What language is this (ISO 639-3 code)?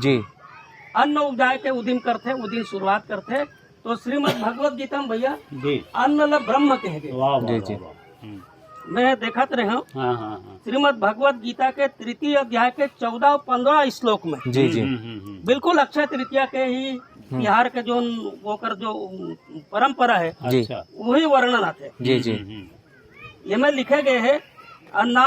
hne